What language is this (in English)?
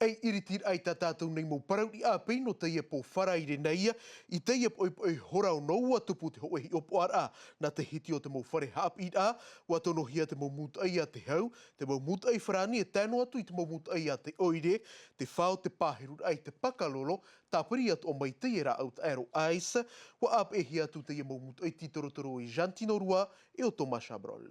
Tahitian